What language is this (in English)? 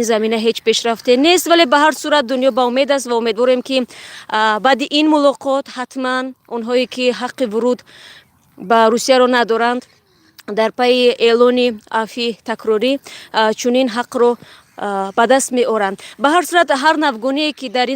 Tajik